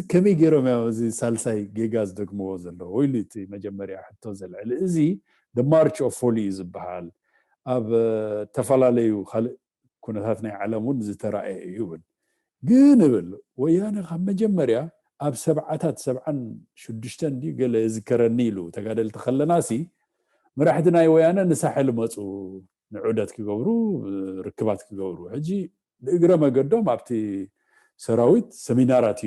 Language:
Tigrinya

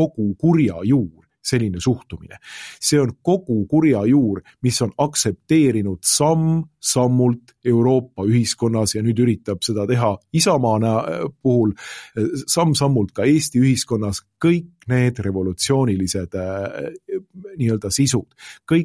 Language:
Estonian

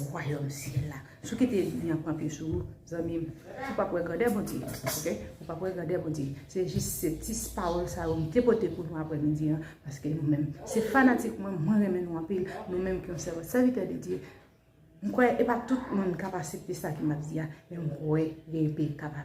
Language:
Haitian Creole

